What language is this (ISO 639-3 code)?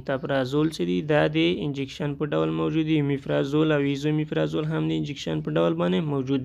pus